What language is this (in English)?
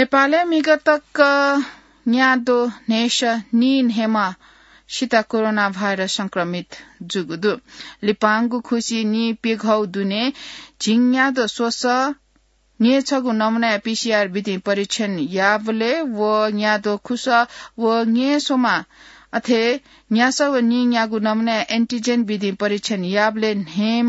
Newari